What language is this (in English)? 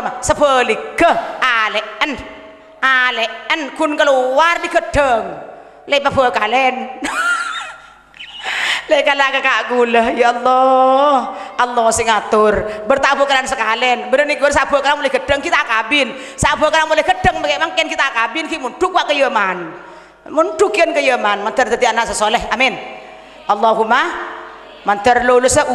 Madurese